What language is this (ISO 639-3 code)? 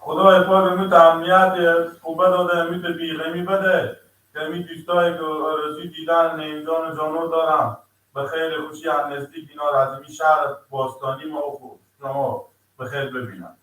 fas